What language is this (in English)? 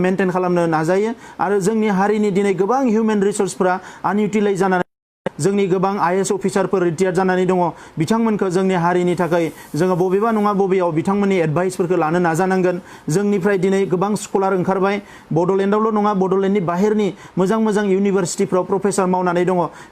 Bodo